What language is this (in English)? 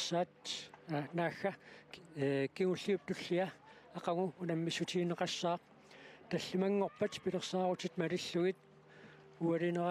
Kalaallisut